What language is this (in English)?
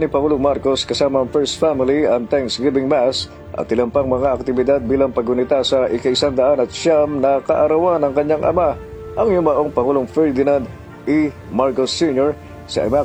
Filipino